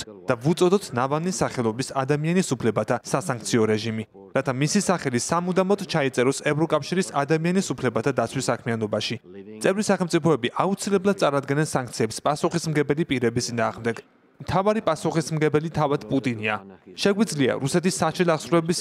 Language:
Georgian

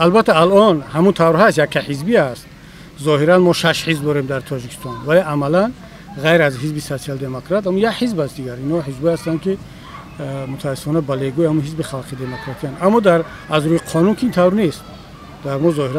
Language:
Tajik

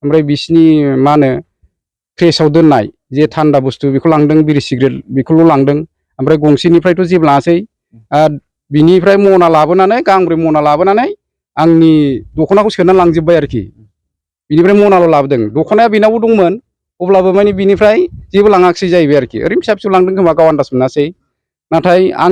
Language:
Bodo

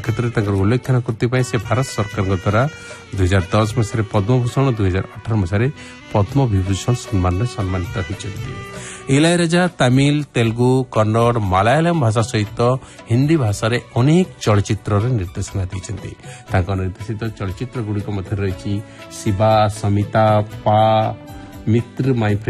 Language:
Odia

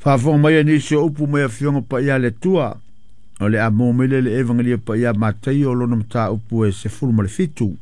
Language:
Samoan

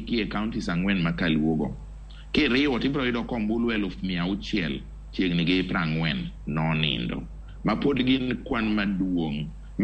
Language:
Luo (Kenya and Tanzania)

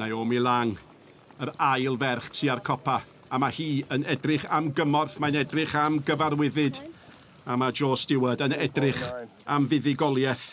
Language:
Welsh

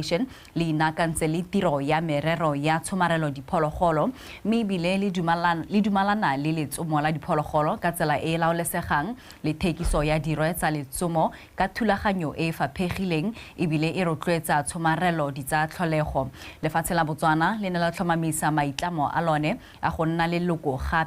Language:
Tswana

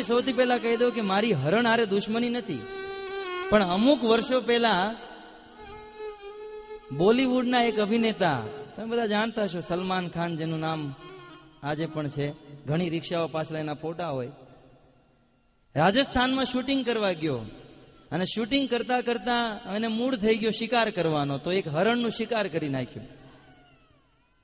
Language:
Gujarati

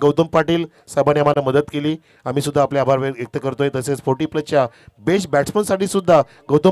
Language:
Marathi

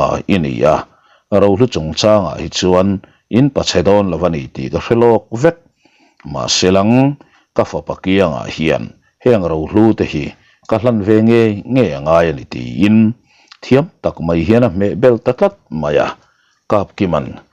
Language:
Mizo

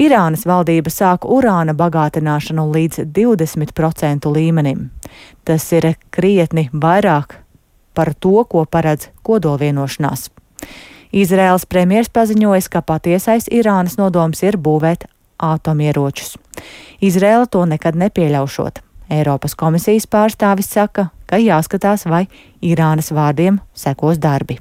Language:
Latvian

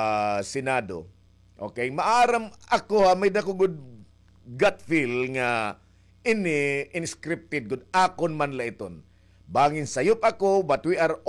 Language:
Waray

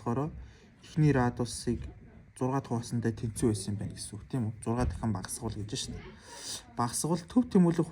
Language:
Mongolian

